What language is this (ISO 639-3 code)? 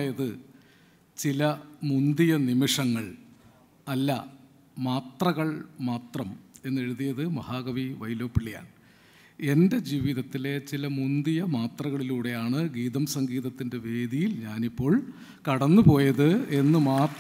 mal